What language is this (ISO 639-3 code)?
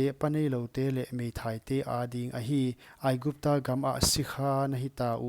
pck